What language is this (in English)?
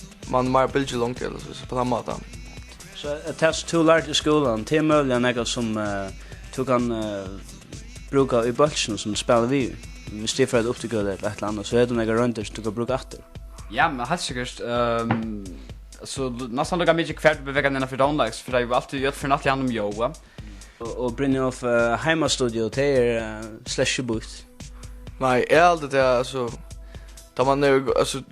Faroese